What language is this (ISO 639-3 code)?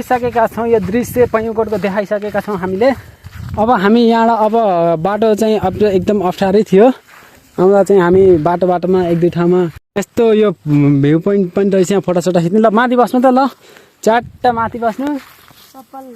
nep